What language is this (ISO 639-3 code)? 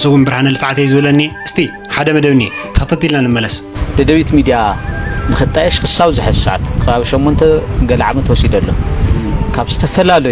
tir